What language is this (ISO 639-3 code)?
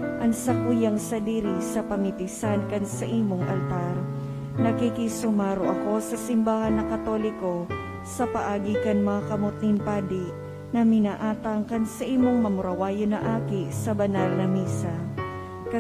bik